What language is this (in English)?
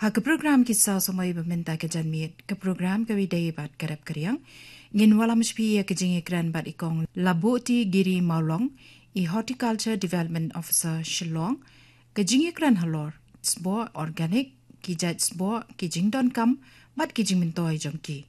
Khasi